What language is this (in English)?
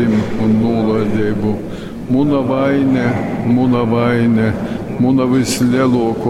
Latgalian